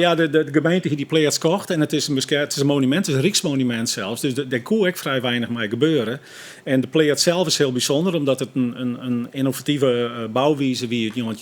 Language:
Western Frisian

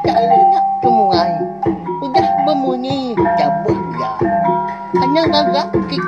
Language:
Iban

